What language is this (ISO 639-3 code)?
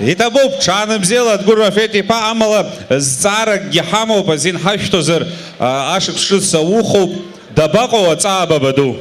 abk